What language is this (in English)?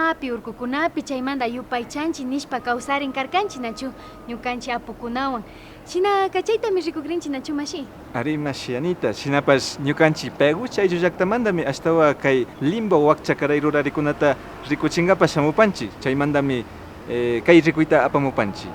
Imbabura Highland Quichua